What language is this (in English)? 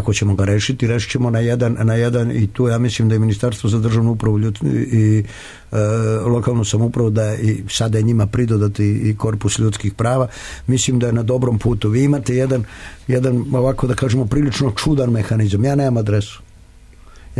Serbian